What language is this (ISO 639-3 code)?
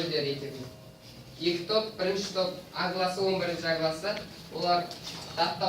kaz